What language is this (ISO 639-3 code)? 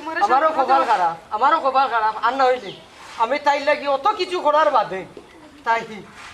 syl